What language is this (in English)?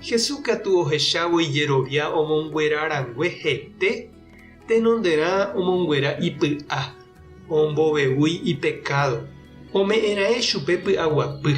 Guarani